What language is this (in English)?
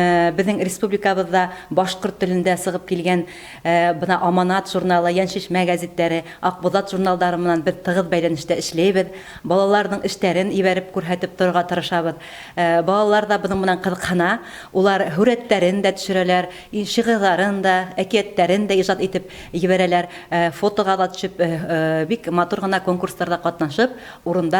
Bashkir